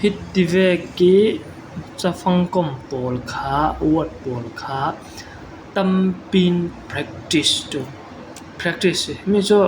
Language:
Falam Chin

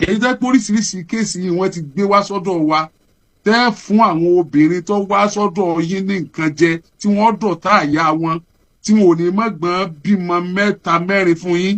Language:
Yoruba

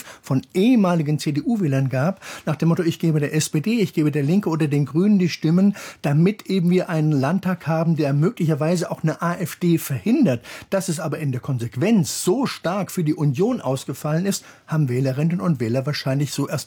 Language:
German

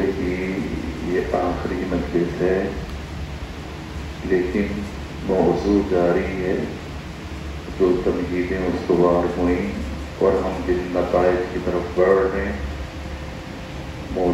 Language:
Urdu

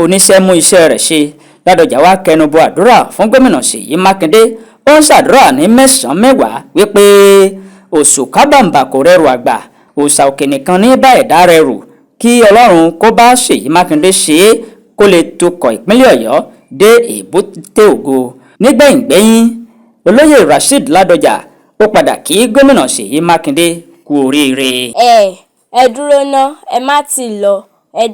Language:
Yoruba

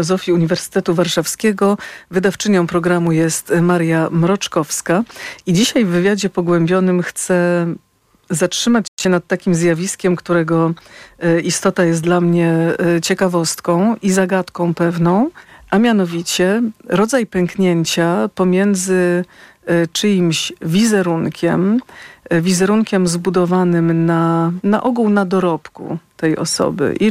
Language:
Polish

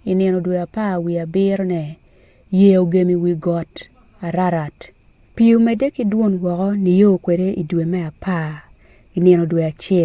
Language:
Acoli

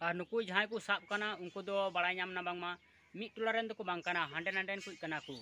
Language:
Santali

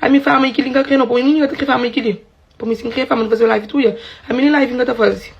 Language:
Kabuverdianu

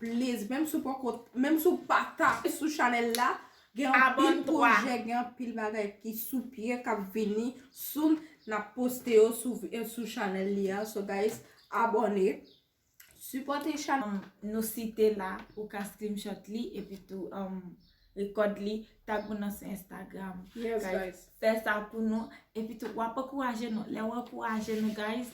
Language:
Haitian Creole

